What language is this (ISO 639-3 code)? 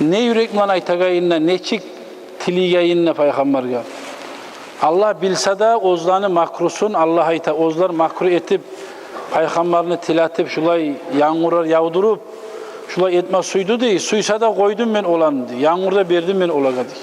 kum